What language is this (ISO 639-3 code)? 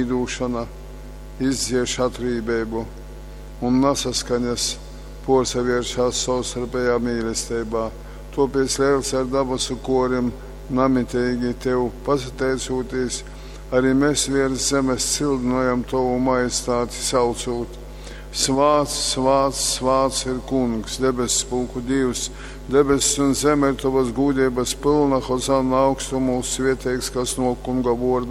ltg